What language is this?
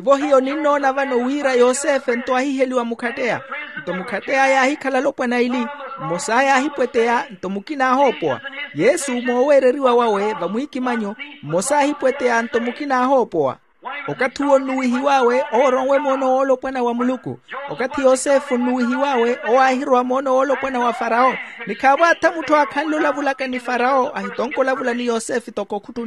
Makhuwa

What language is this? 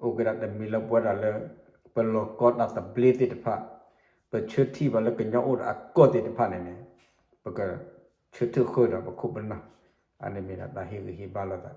S'gaw Karen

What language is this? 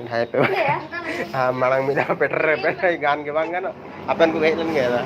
Santali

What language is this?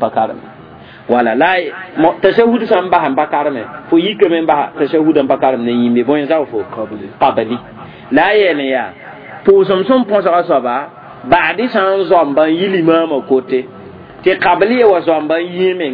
Mossi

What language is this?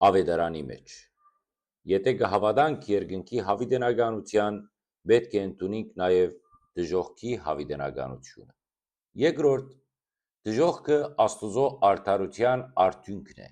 Western Armenian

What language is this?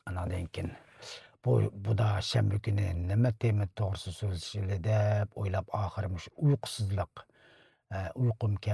Uyghur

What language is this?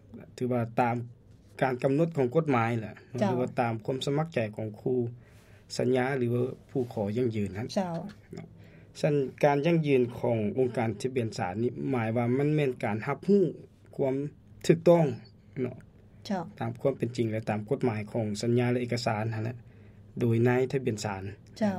Lao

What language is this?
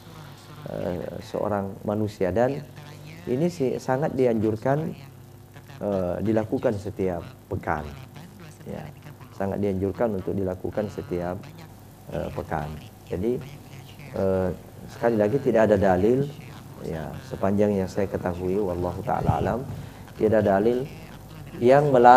Indonesian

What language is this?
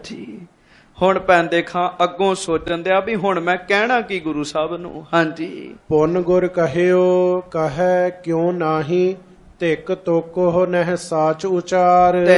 Punjabi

